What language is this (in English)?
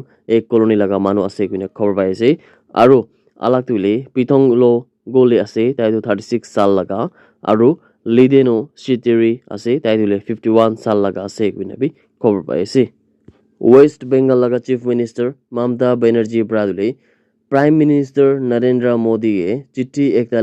Naga Pidgin